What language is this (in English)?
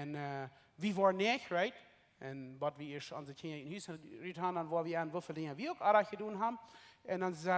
Plautdietsch